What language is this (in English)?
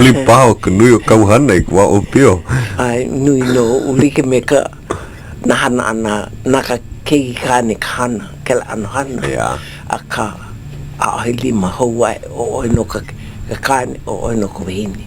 Hawaiian